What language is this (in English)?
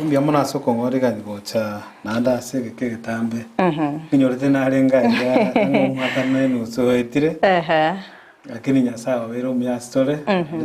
Gusii